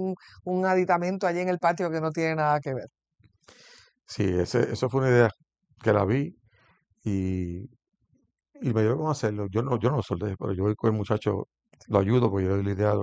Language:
Spanish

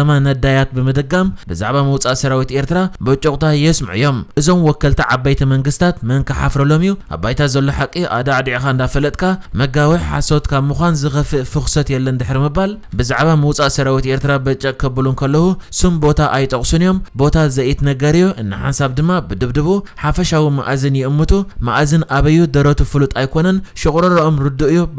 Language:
Tigrinya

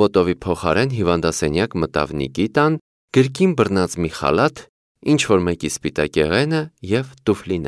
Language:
Armenian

